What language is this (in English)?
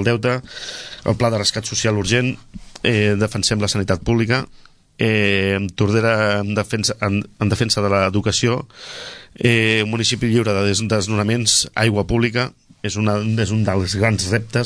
Catalan